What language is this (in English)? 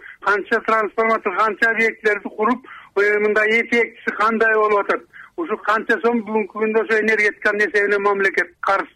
Kyrgyz